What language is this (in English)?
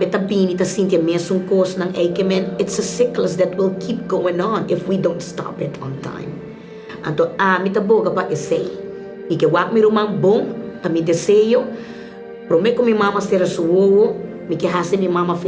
Papiamento